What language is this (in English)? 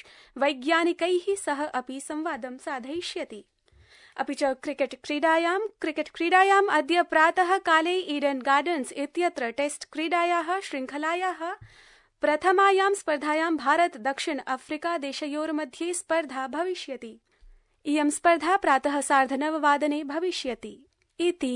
Sanskrit